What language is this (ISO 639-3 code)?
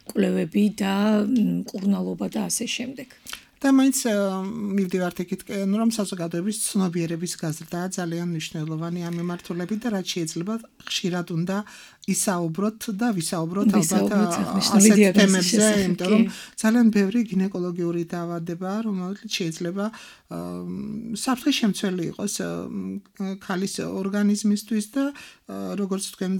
kat